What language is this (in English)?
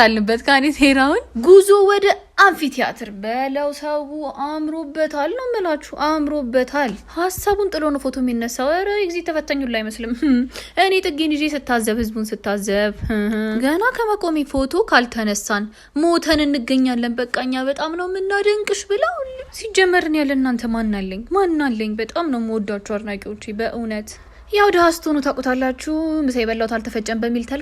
Amharic